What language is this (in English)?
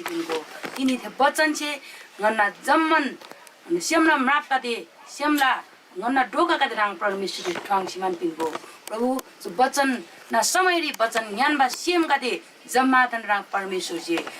Eastern Tamang